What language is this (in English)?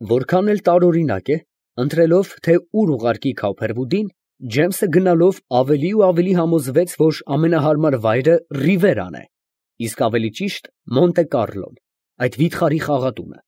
Armenian